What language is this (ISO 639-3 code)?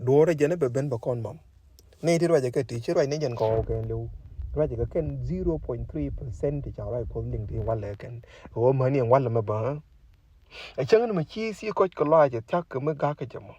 nus